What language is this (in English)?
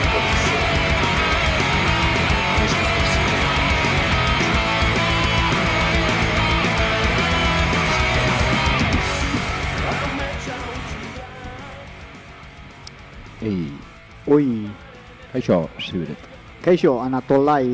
Basque